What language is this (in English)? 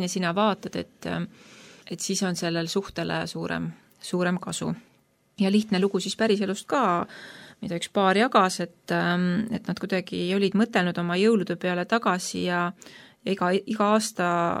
Estonian